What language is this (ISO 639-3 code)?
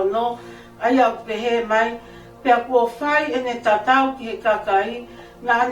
ton